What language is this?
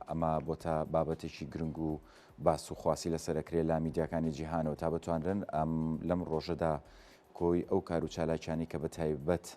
Central Kurdish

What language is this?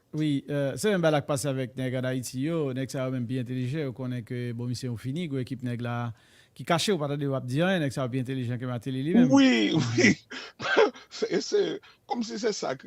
Haitian Creole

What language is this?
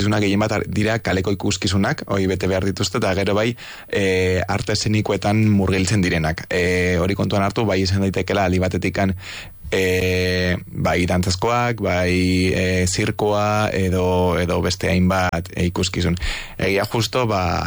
Basque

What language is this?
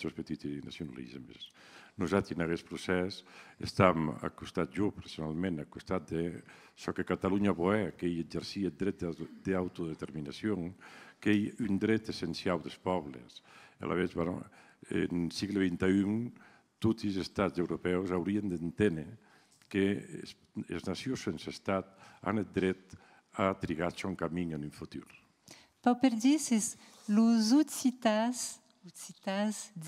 Occitan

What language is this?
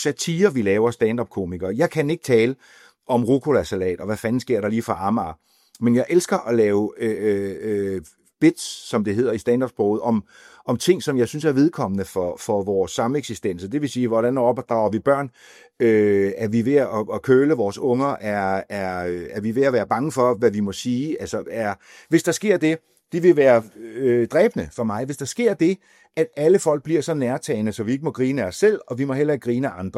Danish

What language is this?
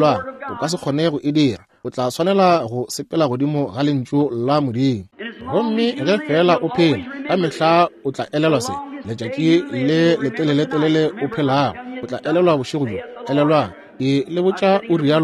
Northern Sotho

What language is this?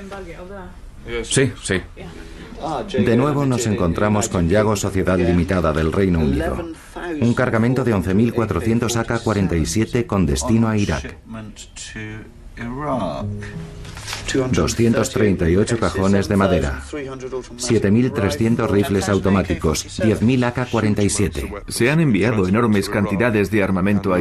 Spanish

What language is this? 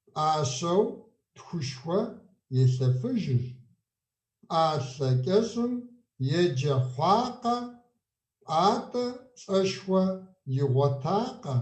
Kabardian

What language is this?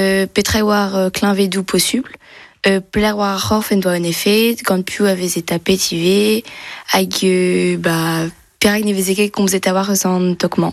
Breton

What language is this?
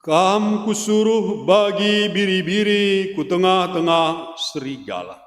Batak Karo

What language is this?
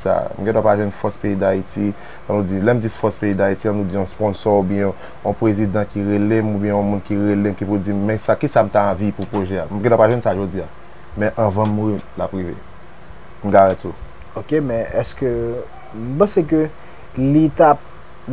Haitian Creole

